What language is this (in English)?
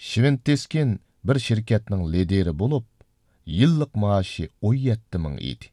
Uyghur